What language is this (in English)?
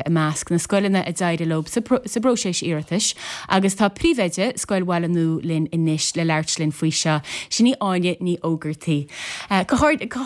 Irish